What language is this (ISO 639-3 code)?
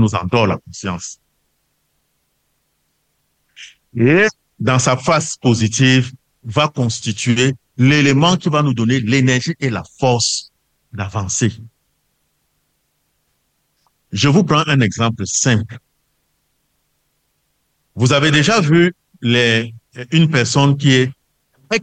fra